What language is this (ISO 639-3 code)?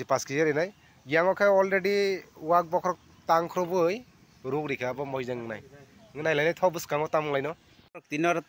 trp